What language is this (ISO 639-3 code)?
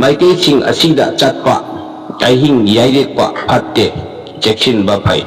mni